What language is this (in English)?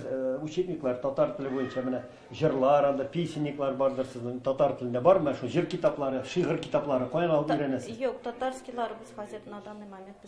Tatar